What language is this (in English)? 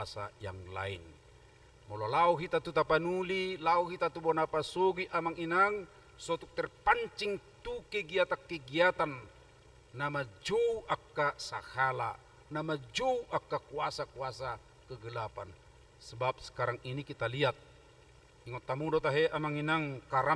Batak Toba